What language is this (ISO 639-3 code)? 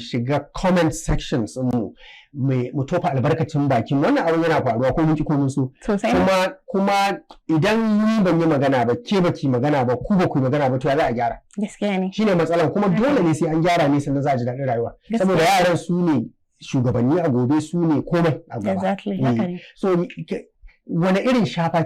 hau